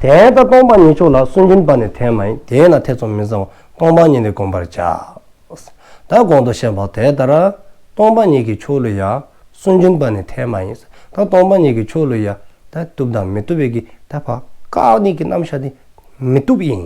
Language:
Dzongkha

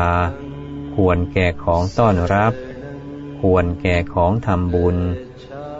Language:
Thai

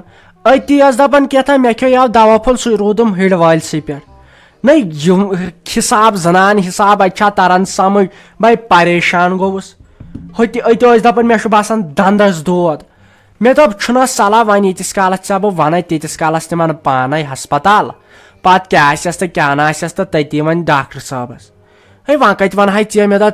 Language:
Kashmiri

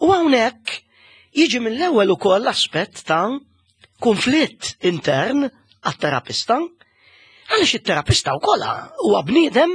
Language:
Maltese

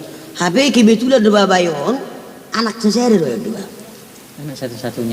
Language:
Batak Toba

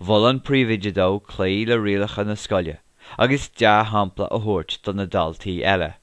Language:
Irish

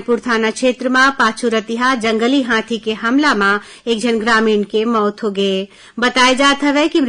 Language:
Chhattisgarhi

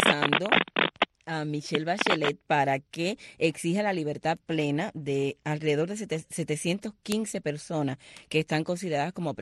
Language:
Spanish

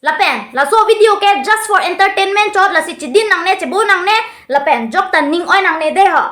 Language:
Karbi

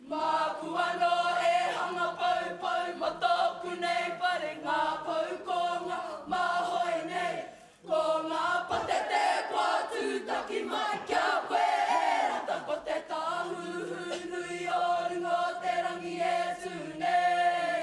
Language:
Māori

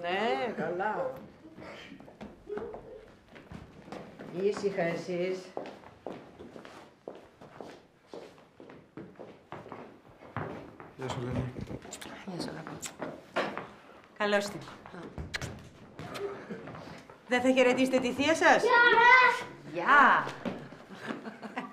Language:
Greek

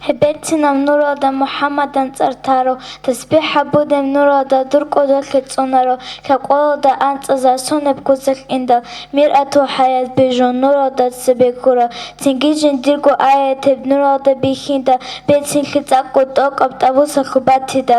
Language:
Avaric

